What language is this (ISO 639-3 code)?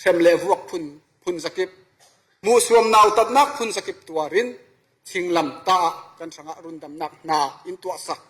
cfm